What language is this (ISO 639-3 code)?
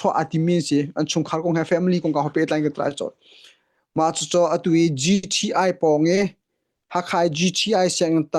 cnh